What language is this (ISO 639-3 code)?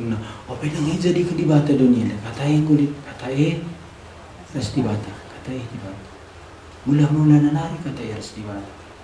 btx